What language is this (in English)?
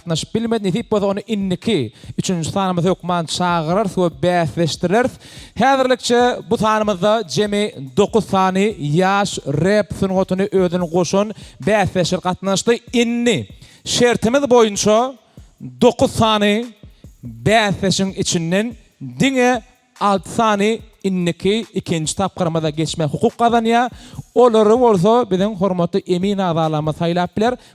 Turkmen